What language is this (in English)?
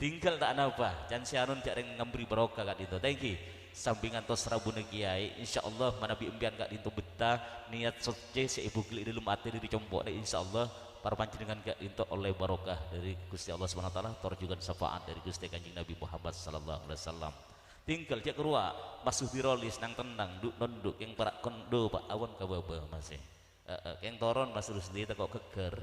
Madurese